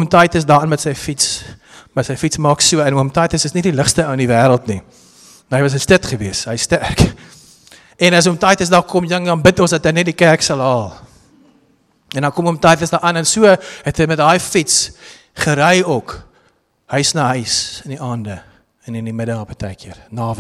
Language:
Afrikaans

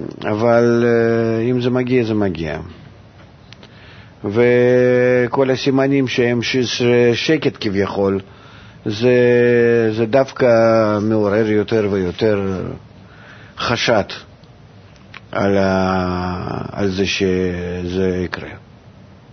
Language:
Hebrew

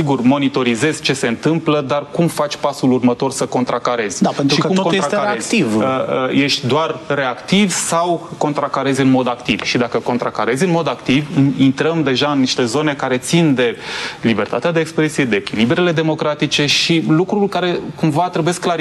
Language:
Romanian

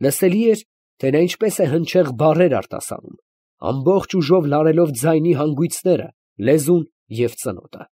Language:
Armenian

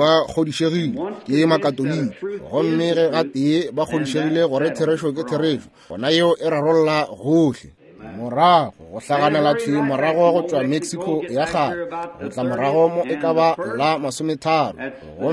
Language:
Northern Sotho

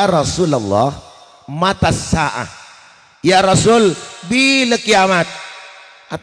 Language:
Madurese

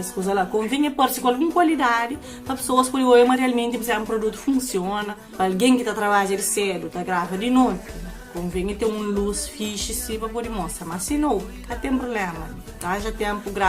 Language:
Kabuverdianu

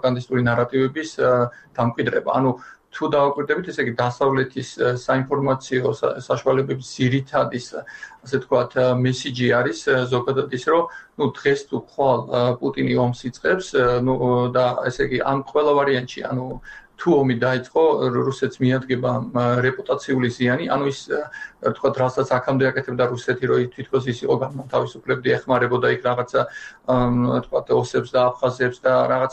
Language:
Georgian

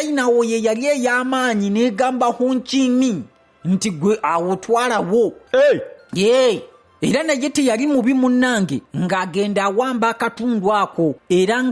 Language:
Ganda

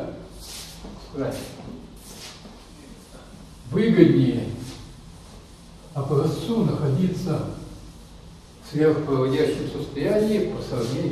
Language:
Russian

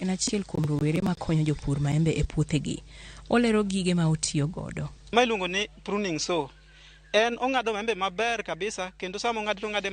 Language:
Luo (Kenya and Tanzania)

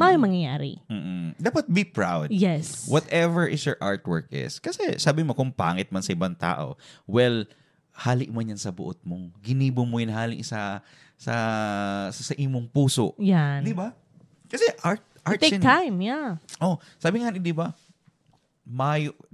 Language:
Bikol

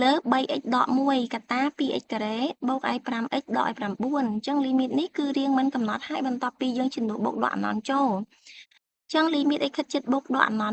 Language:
Khmer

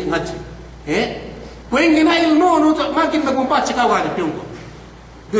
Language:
Yakan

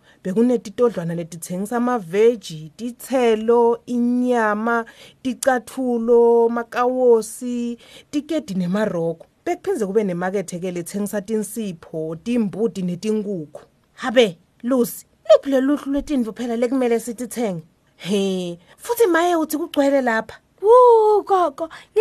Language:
Swati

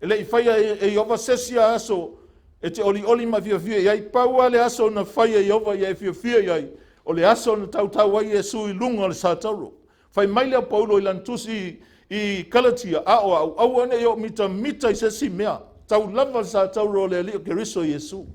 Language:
Samoan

